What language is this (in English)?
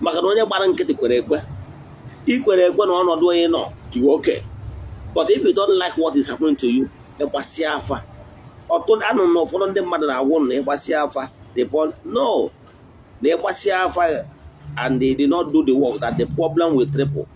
Igbo